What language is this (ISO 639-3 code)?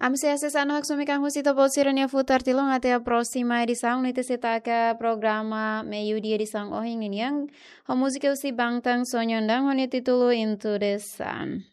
tet